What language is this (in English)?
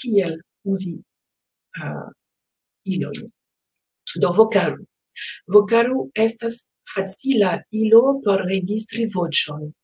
Esperanto